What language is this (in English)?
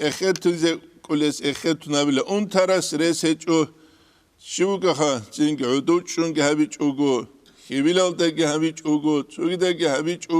Avaric